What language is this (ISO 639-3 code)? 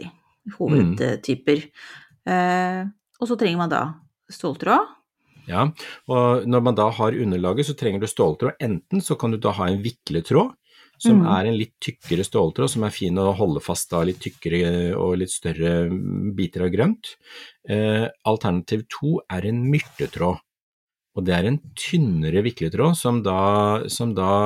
nor